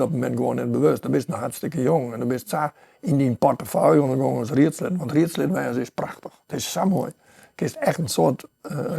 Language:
Western Frisian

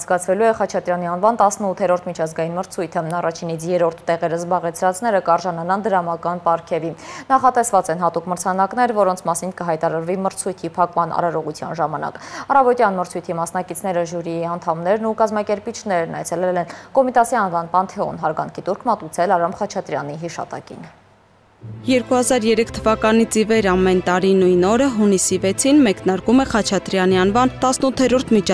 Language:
Armenian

